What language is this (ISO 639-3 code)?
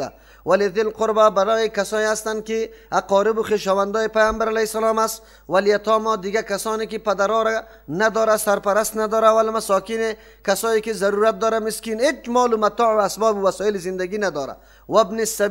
fas